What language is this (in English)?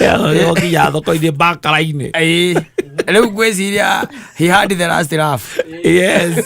Kikuyu